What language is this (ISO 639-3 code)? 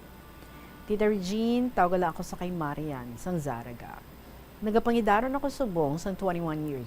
hil